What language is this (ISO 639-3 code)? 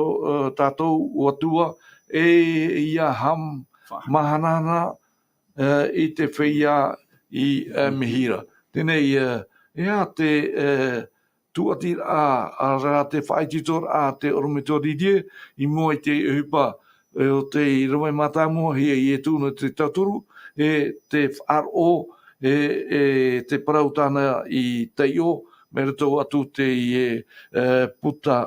tah